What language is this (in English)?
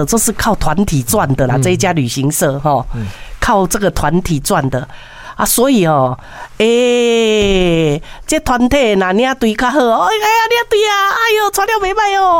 Min Nan Chinese